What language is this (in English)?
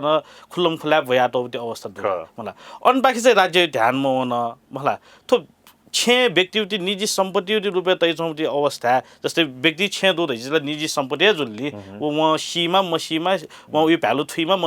Newari